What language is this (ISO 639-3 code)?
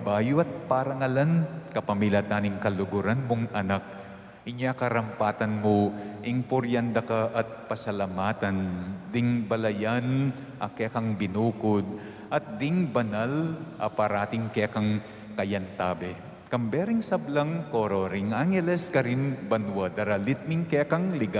pam